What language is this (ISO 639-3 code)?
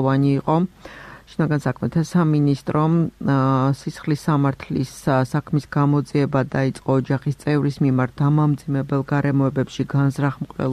kat